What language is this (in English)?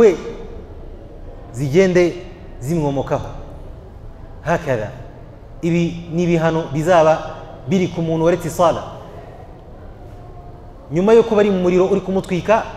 Kinyarwanda